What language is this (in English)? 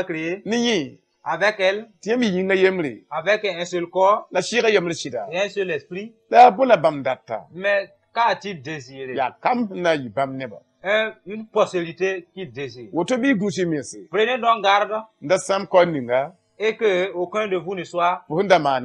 Mossi